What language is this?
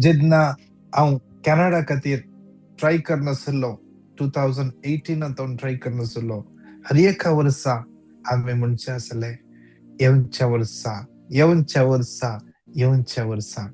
Konkani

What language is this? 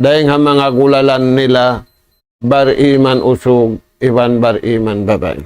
Tausug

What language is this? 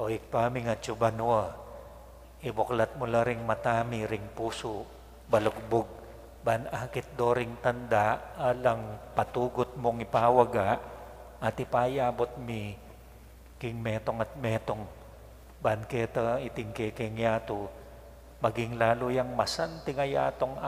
Pampanga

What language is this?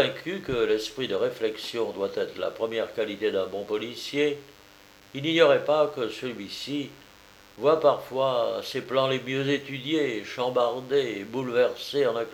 French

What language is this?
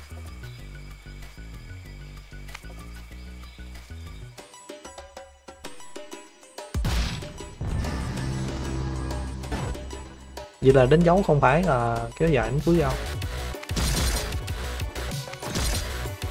Vietnamese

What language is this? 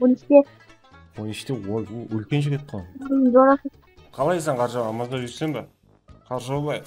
Kara-Kalpak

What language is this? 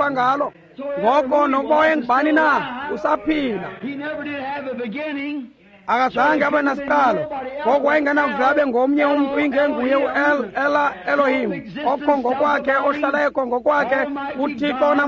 Xhosa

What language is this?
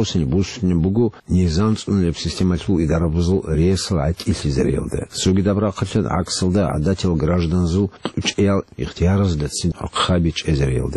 Avaric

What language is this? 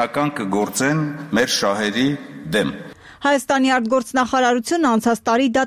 Armenian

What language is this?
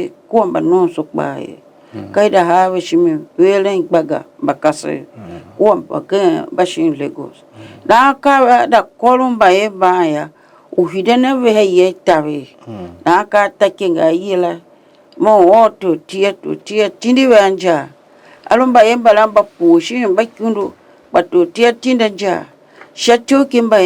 Tiv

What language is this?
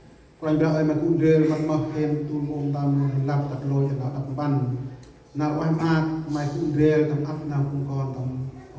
Central Mnong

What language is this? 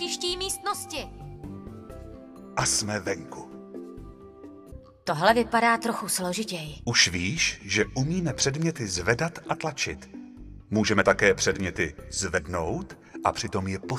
Czech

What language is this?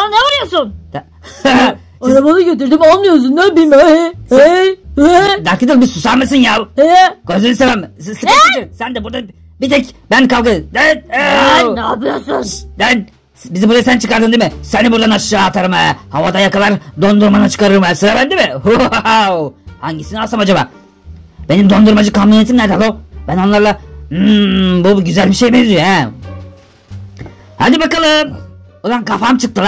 Turkish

